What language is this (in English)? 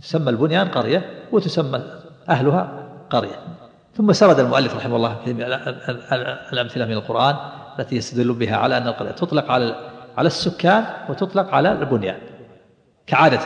Arabic